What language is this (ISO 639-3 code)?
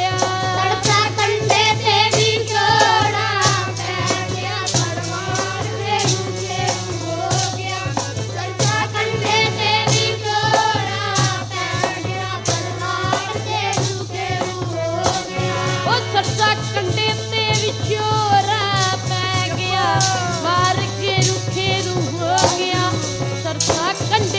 pan